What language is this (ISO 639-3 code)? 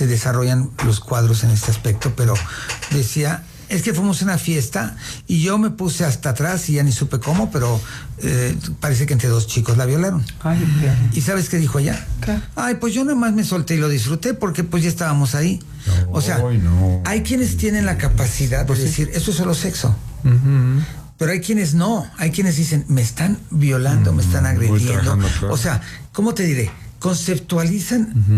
spa